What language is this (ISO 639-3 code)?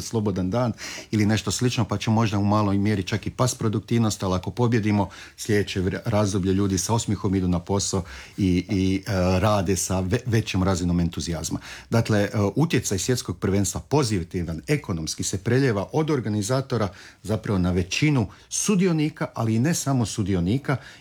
hrv